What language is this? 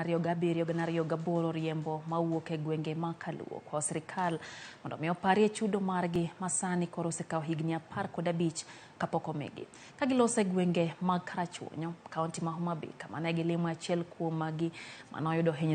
Luo (Kenya and Tanzania)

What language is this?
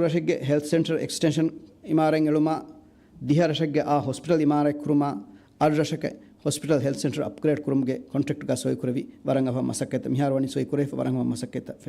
Divehi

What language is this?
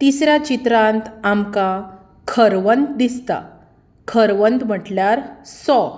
Konkani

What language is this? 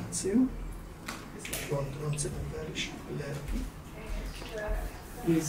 Hungarian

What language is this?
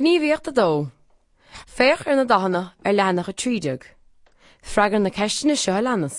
Irish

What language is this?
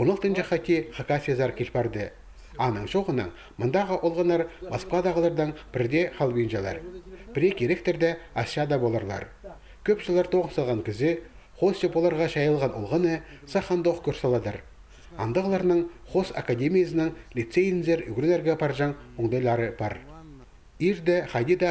Khakas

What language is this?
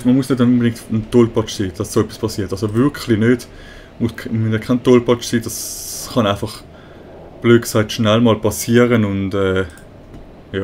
Swiss German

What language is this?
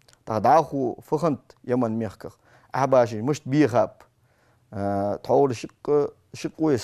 Ingush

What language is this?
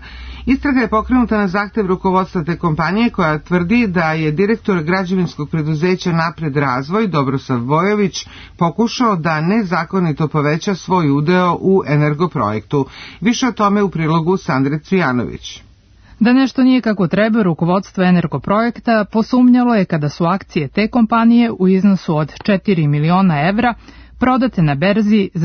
Serbian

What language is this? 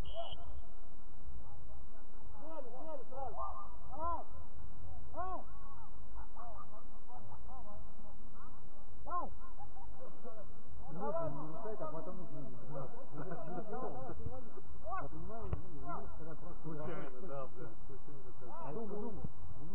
Russian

